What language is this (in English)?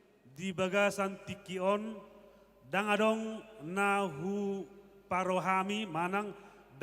Batak Toba